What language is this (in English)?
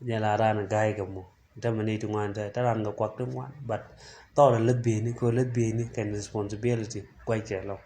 Nuer